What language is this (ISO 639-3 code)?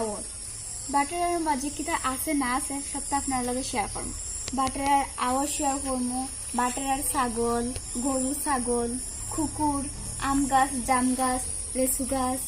syl